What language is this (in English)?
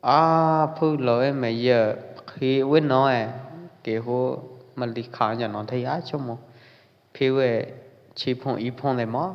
Pwo Eastern Karen